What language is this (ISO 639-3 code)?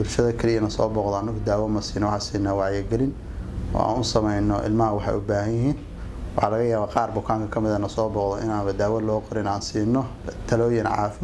som